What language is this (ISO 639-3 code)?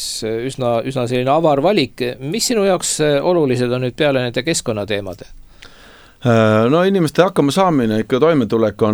est